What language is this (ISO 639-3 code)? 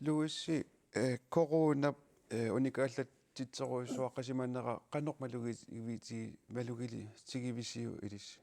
kal